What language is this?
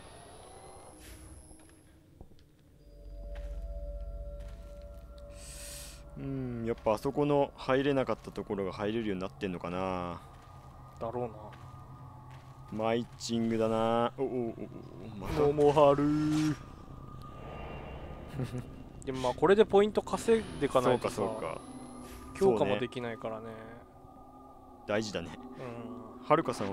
Japanese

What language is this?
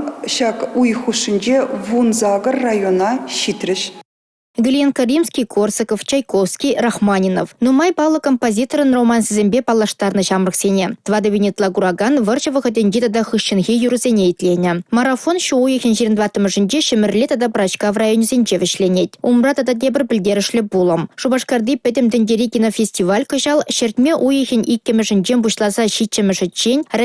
Chuvash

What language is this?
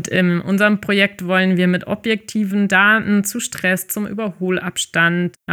German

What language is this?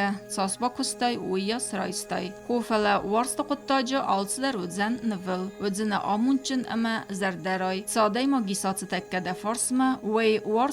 Ossetic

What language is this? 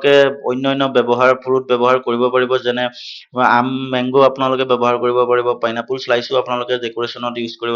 Assamese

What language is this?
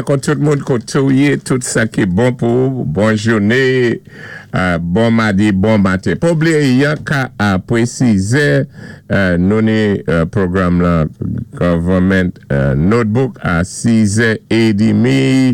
Saint Lucian Creole French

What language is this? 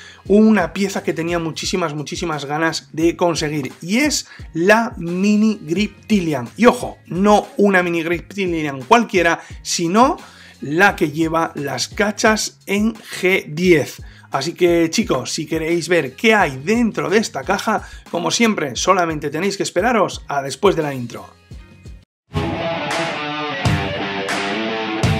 Spanish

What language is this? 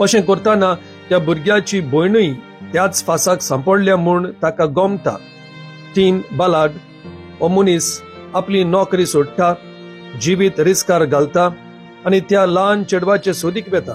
Konkani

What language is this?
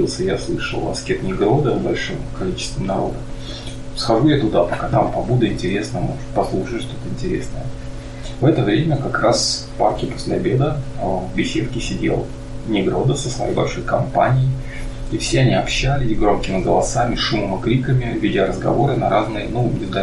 Russian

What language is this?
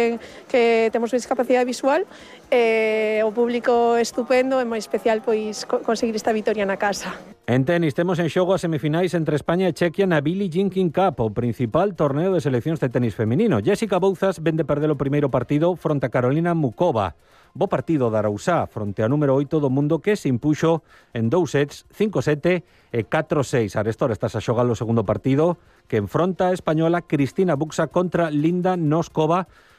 Galician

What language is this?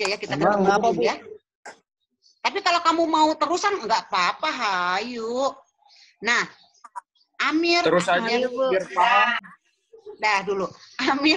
Indonesian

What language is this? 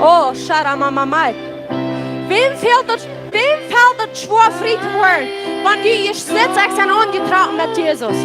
Plautdietsch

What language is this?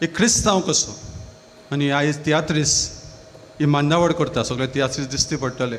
Konkani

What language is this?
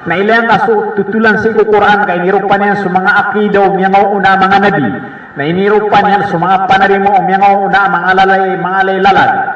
Maranao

